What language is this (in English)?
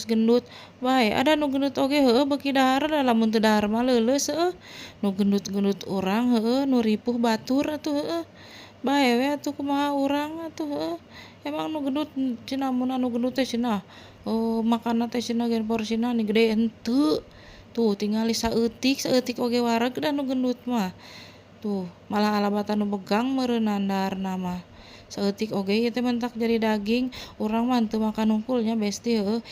Sundanese